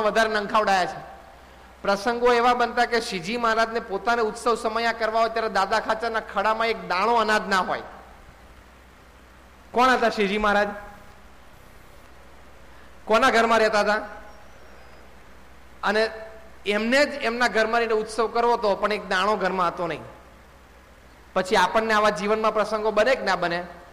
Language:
Gujarati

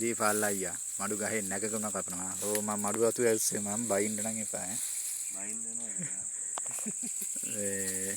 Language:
Sinhala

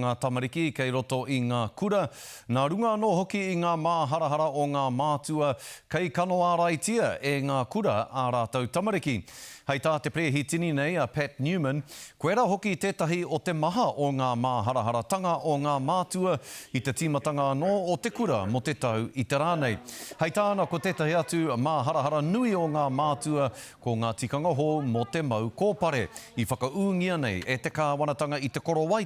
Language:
Māori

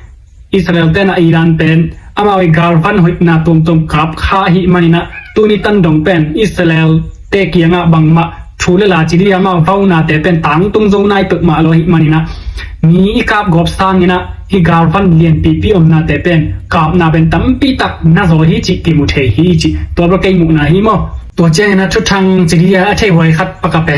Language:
Tedim Chin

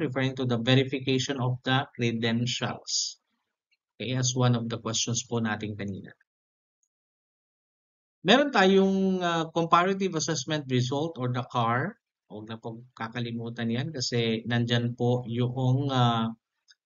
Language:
Filipino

